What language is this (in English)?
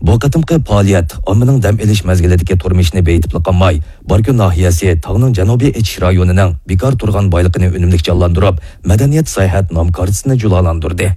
Uyghur